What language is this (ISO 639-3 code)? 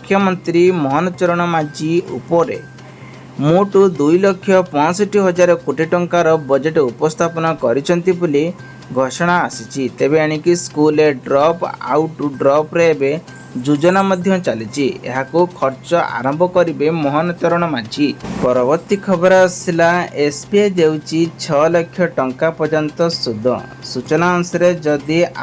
ori